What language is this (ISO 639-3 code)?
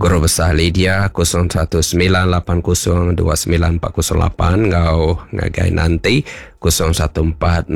iba